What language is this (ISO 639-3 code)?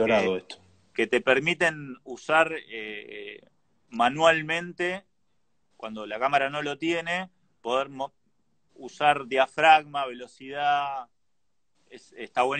spa